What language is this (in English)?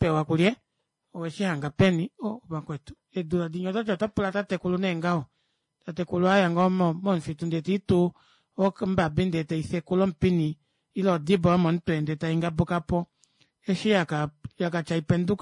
Kuanyama